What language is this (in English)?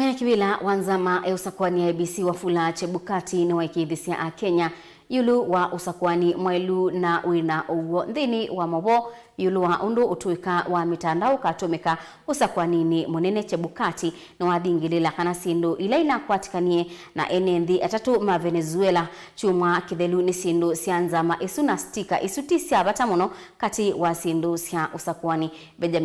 Kamba